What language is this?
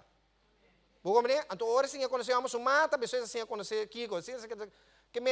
Papiamento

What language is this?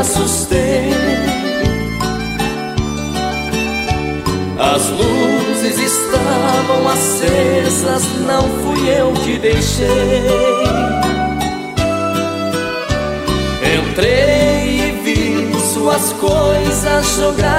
Portuguese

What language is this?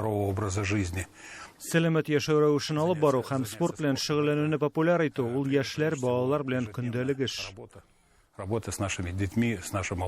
Tatar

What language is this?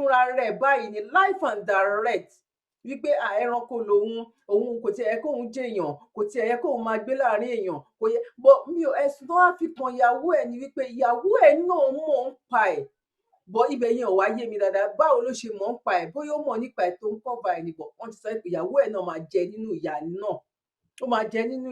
Yoruba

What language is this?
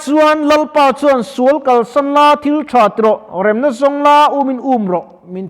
Mizo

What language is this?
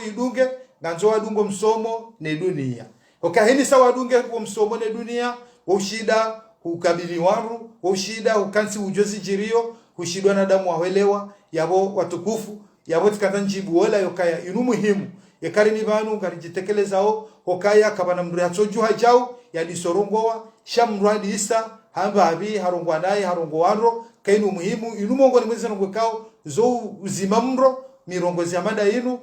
Ngazidja Comorian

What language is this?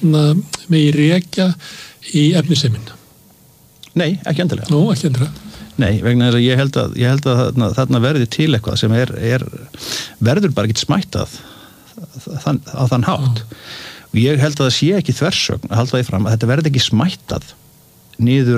Icelandic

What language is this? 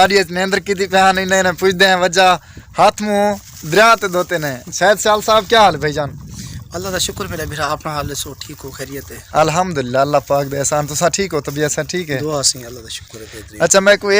Saraiki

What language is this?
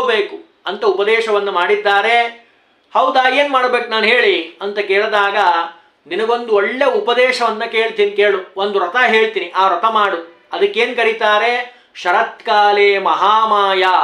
Kannada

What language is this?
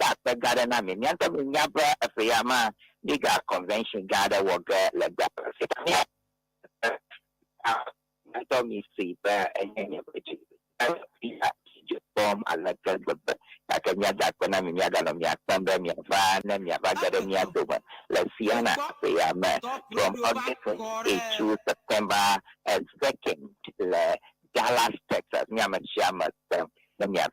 Ewe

